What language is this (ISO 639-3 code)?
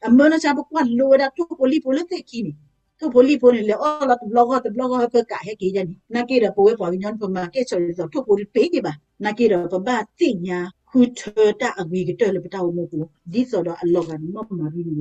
ksw